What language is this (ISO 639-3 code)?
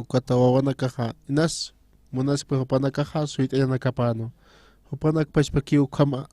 aym